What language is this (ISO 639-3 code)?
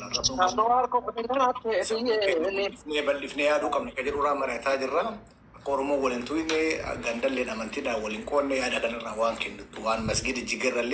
orm